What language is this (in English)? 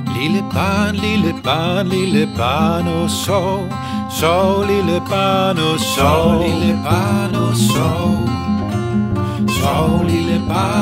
Danish